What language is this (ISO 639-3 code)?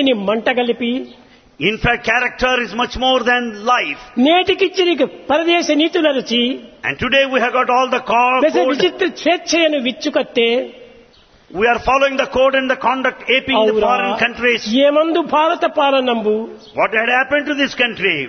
tel